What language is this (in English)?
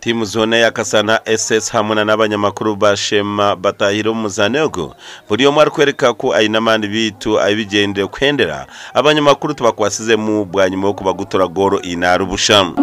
Nyankole